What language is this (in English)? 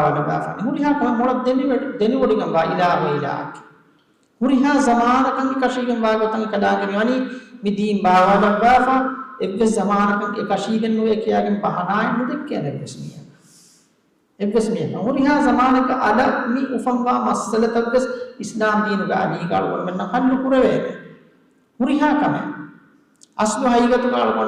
Divehi